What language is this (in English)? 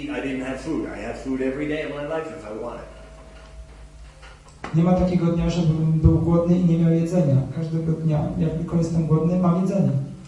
Polish